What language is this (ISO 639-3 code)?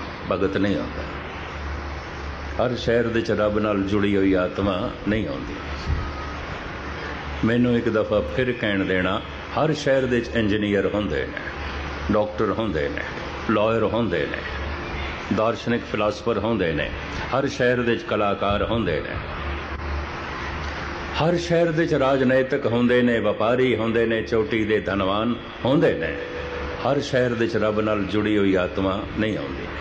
pan